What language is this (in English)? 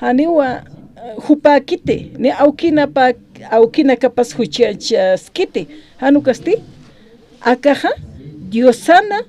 Aymara